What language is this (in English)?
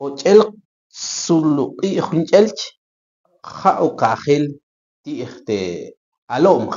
Tektiteko